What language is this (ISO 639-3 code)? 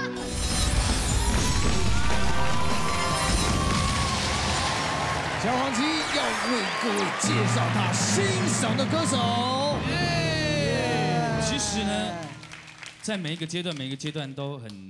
zho